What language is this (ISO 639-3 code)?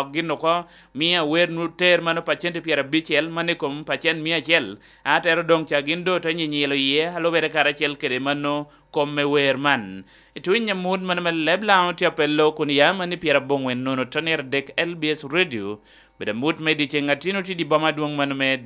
laj